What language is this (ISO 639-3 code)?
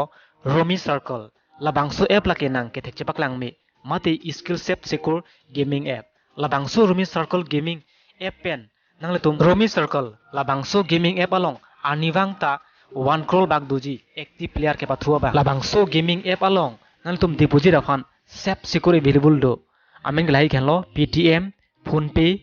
mjw